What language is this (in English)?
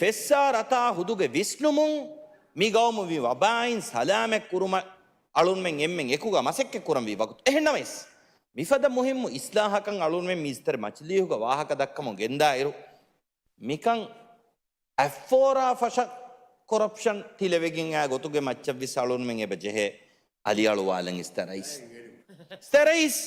Divehi